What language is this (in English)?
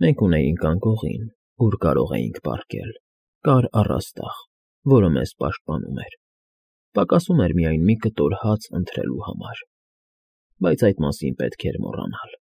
Armenian